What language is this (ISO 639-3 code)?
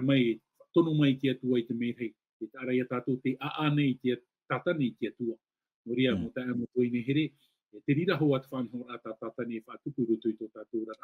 tah